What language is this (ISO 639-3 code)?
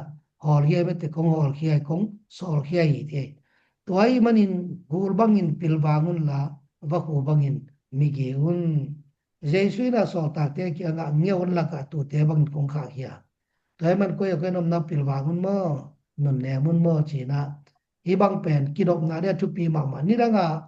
ctd